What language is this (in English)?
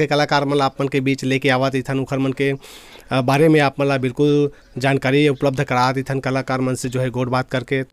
Chhattisgarhi